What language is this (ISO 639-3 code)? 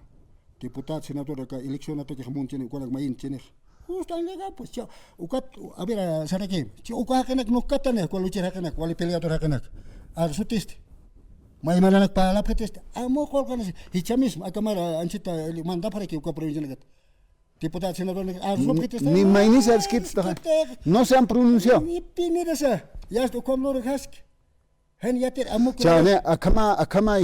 aym